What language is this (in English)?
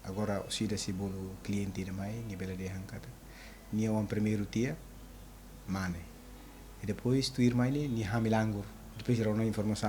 Tetum